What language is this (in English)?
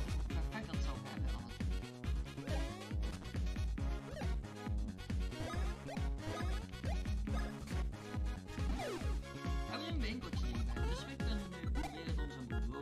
Dutch